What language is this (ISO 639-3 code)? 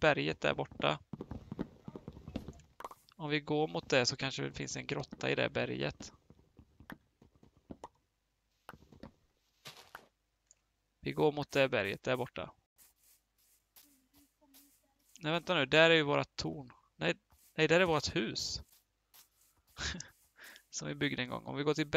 swe